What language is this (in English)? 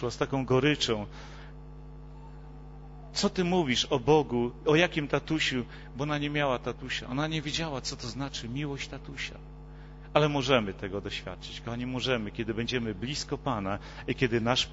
Polish